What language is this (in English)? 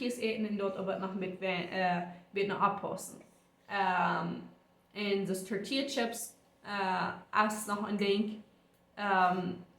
Plautdietsch